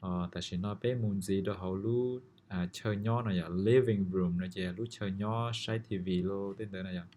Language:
Hmong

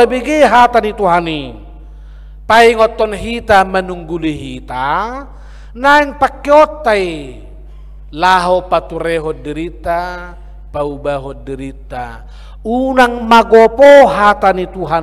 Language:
Batak Toba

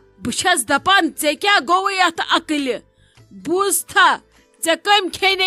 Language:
Kashmiri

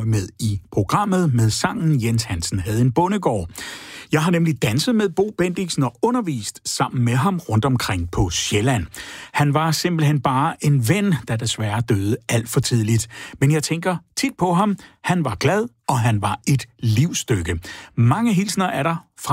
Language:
Danish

